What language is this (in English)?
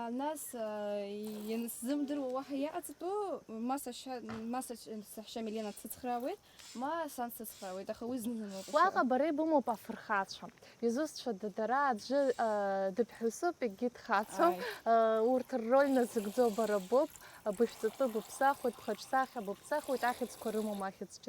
Abkhazian